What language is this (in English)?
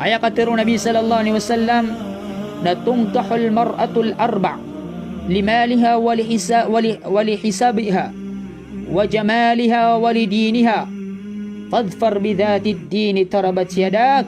Maranao